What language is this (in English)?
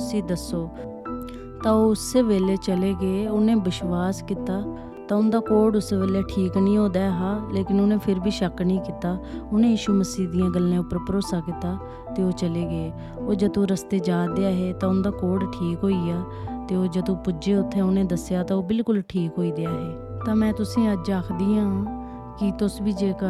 Dogri